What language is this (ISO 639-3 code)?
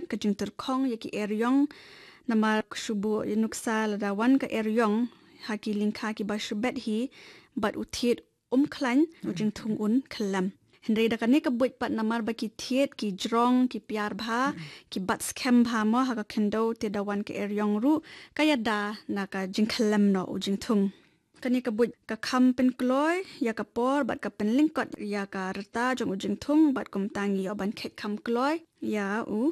kha